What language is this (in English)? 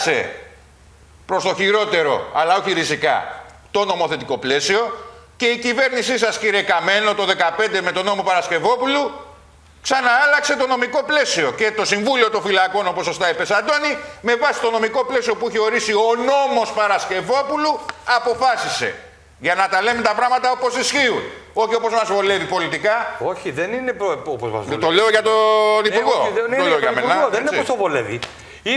Greek